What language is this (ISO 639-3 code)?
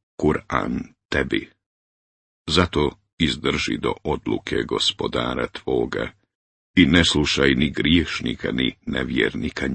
bos